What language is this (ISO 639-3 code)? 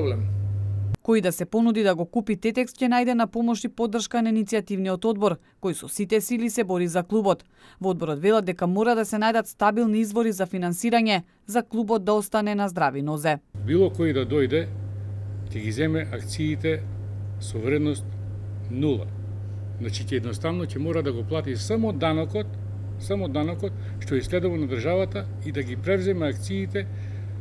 mkd